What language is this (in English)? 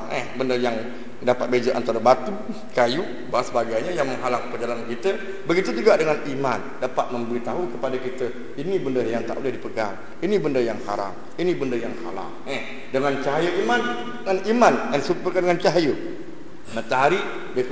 Malay